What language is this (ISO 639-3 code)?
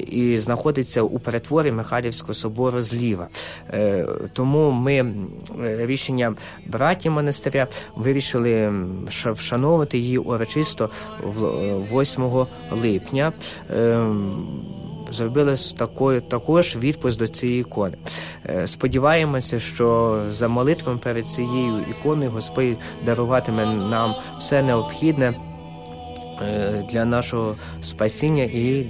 ukr